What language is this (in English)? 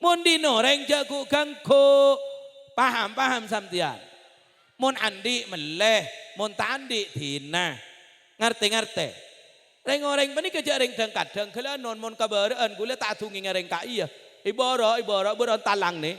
Madurese